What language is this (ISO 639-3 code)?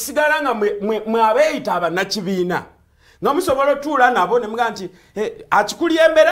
lug